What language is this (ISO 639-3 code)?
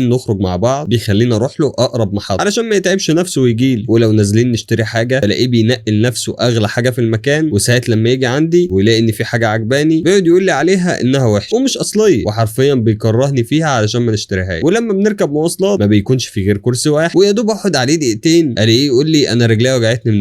arz